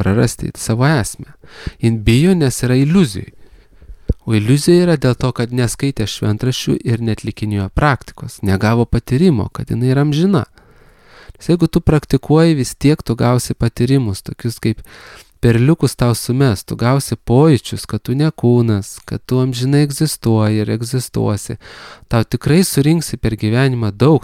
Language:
Lithuanian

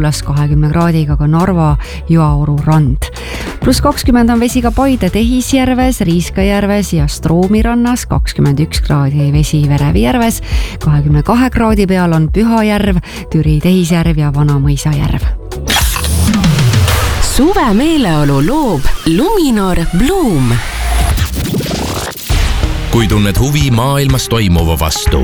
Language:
Estonian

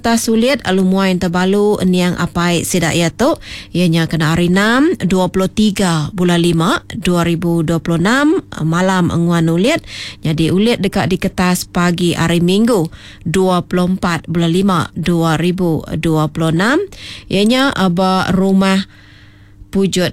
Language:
Iban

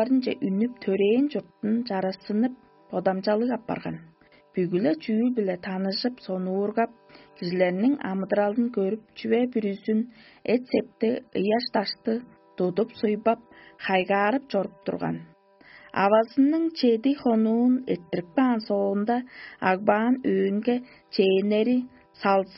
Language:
Tuvinian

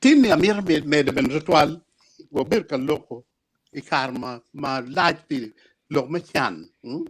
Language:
Acoli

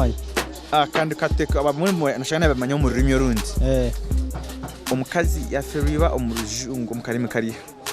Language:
Nyankole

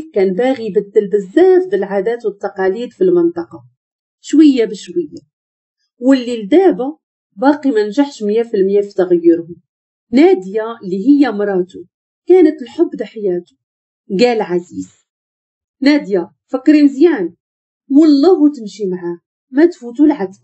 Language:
Moroccan Arabic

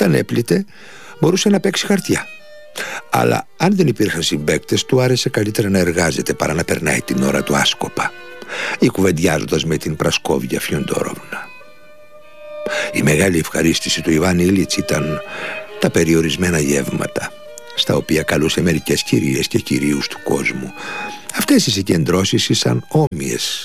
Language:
Greek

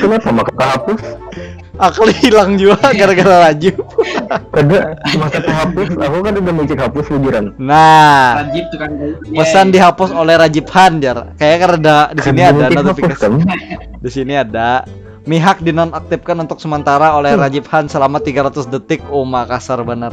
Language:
Banjar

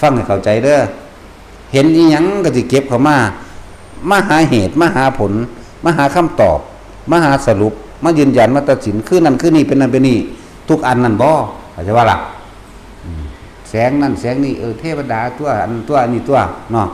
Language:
Northeastern Thai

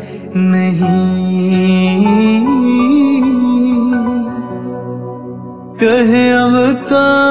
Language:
Punjabi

